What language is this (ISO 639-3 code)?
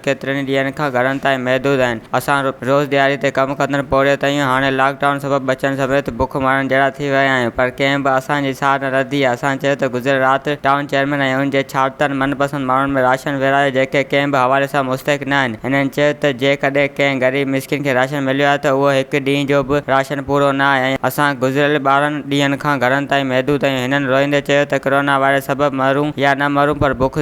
snd